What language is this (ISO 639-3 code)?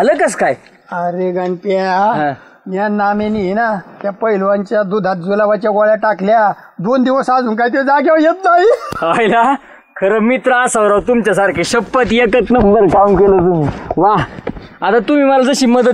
mar